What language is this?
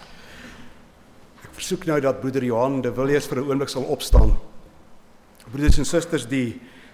Afrikaans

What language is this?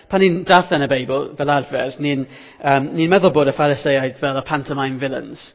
Welsh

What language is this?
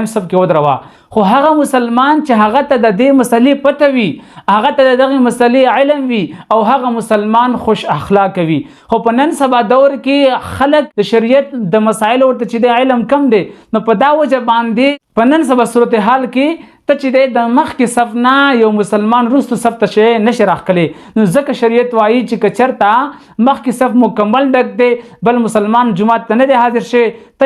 Pashto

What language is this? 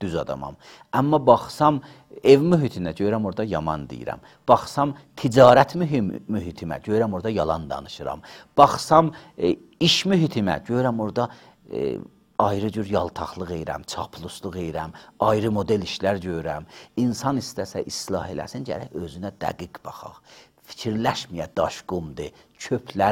Azerbaijani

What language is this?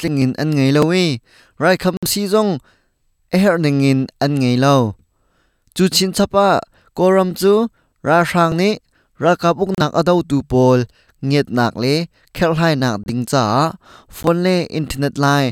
Hakha Chin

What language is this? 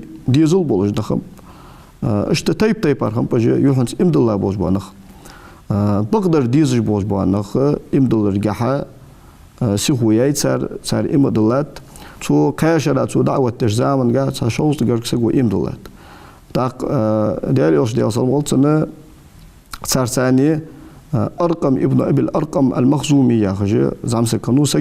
Ingush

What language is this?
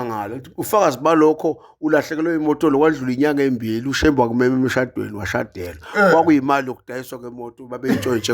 Zulu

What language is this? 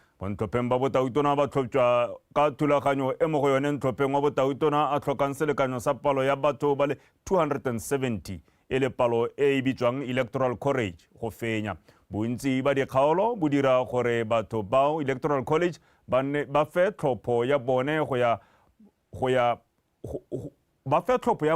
Tswana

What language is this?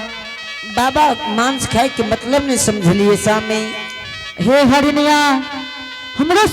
Angika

